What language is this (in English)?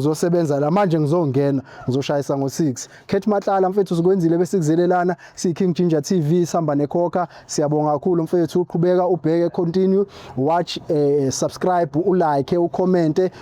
Zulu